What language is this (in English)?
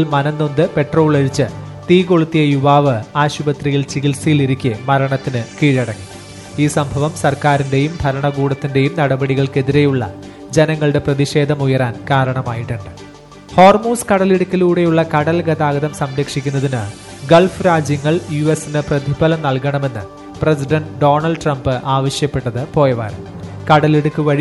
Malayalam